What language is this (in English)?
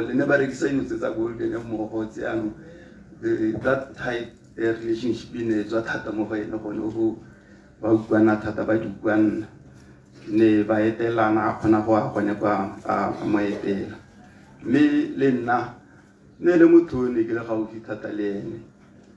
Tswana